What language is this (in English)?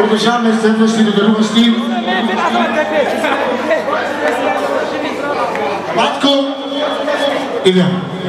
Bulgarian